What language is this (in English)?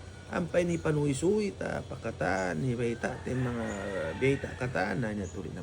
Tausug